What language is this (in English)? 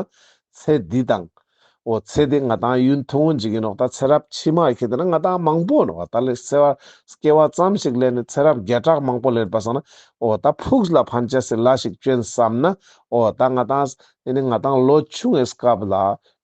Ladakhi